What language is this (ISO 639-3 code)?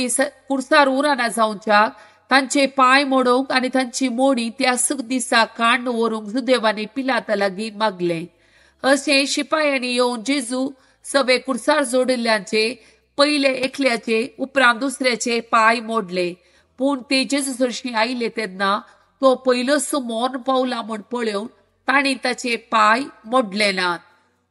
kok